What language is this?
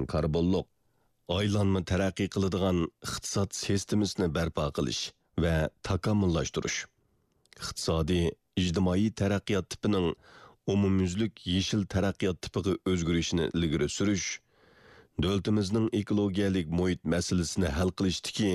Uyghur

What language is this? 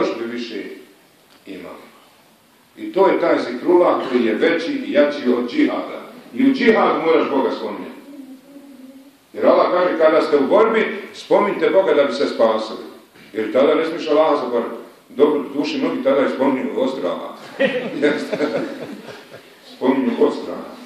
Bosnian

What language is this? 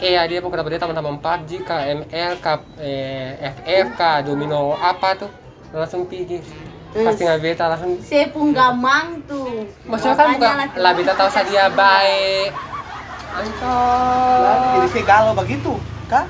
Ambonese Malay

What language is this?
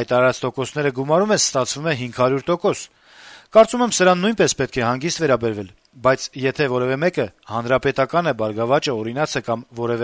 Armenian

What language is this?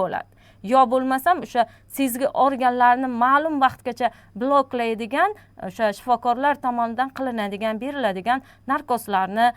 Uzbek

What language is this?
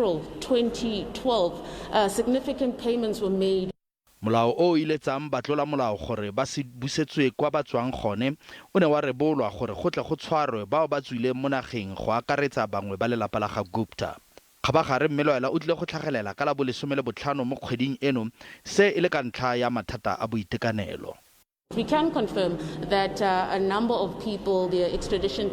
Tswana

